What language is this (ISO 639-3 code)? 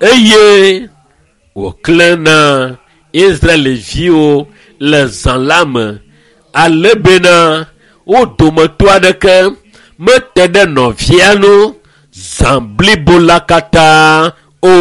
ewe